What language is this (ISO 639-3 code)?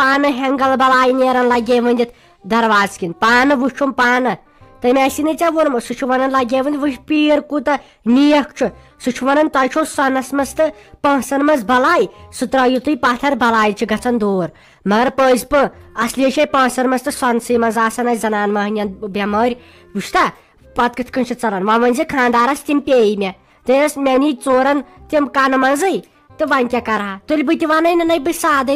kas